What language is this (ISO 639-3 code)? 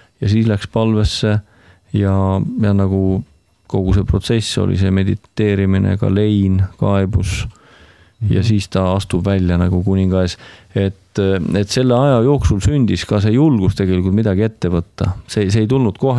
est